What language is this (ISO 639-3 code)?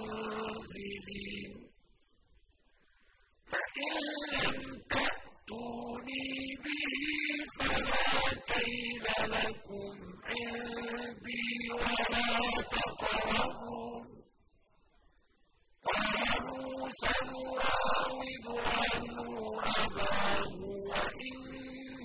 ara